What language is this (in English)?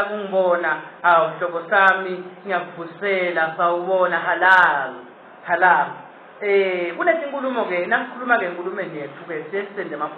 Swati